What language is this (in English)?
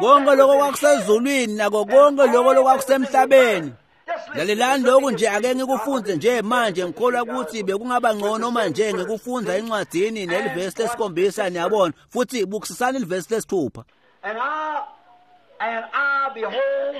Swati